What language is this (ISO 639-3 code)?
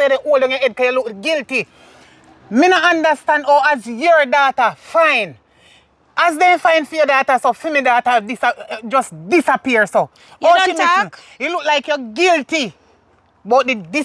jam